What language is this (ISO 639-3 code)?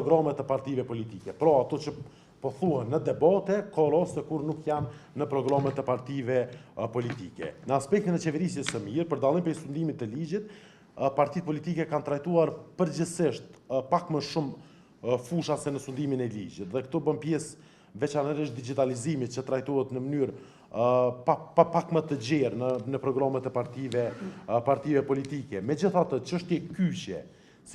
sqi